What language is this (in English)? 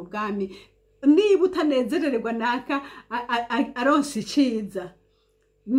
Rundi